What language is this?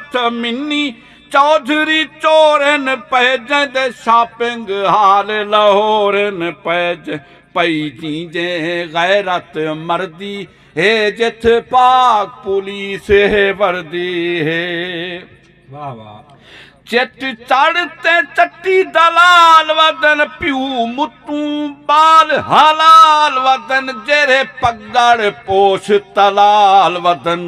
Saraiki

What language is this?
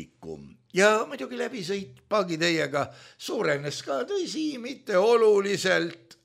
Estonian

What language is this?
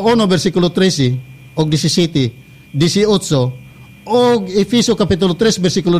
Cebuano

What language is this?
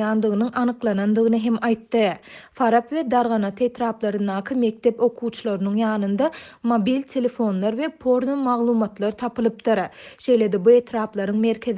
Turkmen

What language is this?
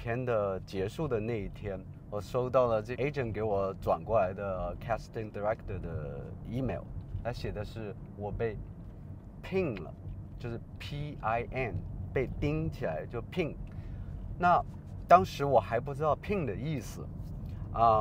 Chinese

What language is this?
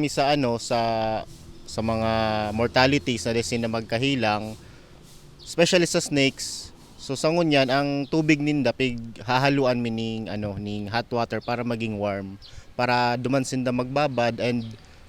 Bikol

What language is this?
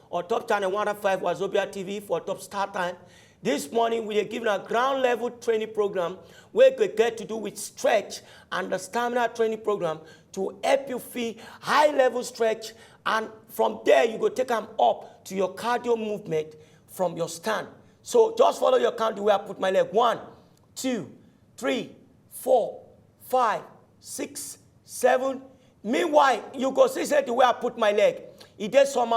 Nigerian Pidgin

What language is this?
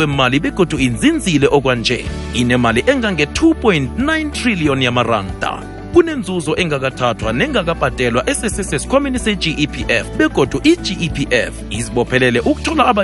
South Ndebele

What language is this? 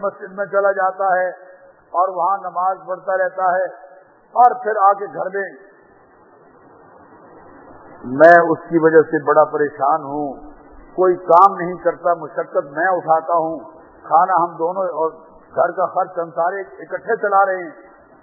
Urdu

